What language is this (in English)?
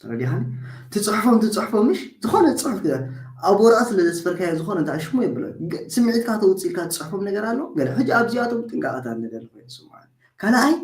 Tigrinya